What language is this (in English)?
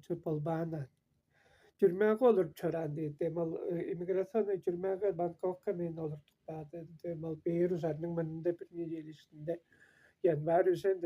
Tuvinian